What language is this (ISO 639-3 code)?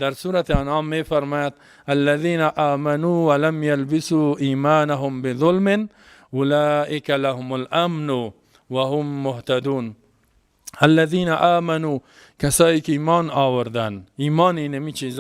fas